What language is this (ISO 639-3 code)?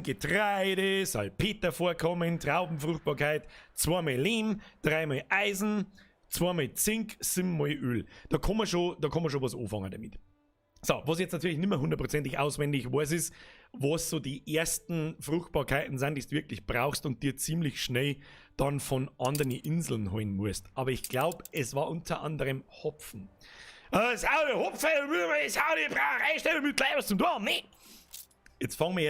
bar